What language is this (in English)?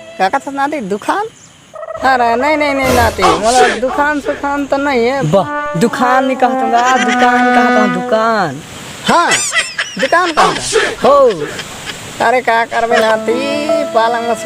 Chhattisgarhi